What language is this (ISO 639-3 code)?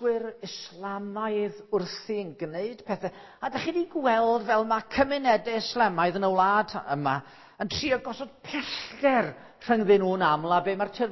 cym